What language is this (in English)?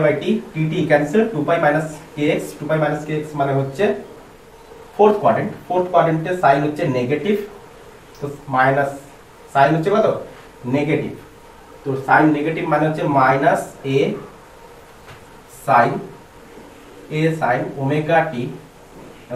Bangla